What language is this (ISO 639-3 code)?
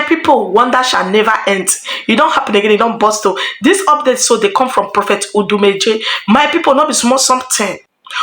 pcm